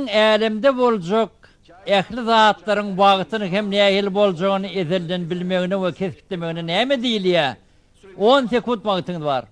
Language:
Turkmen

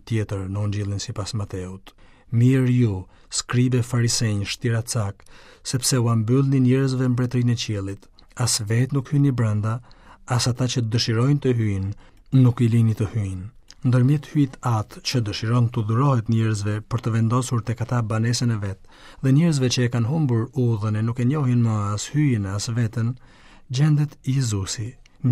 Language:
Albanian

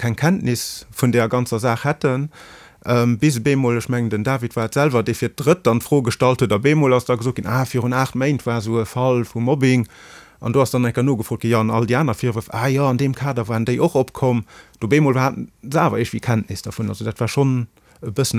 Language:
Luxembourgish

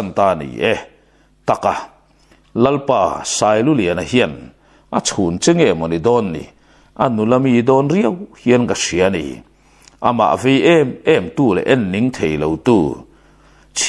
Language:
Mizo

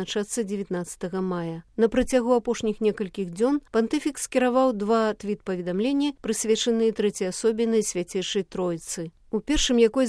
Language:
Belarusian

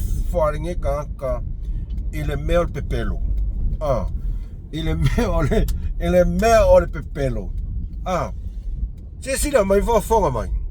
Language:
Samoan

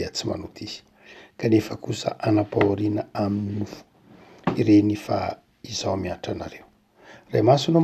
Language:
Malagasy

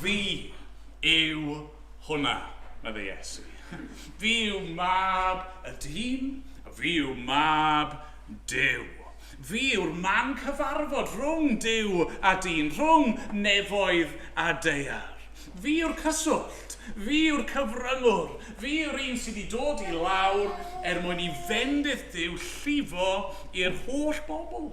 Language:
Welsh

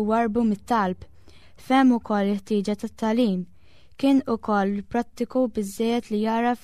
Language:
Maltese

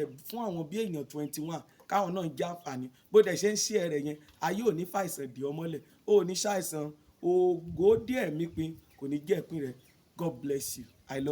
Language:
Yoruba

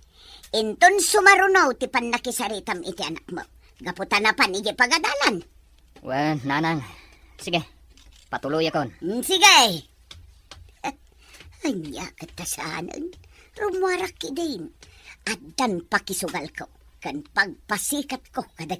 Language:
Iloko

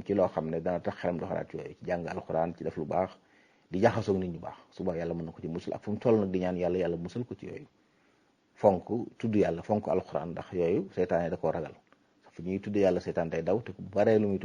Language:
Wolof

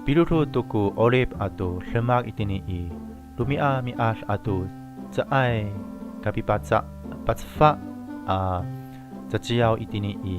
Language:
Amis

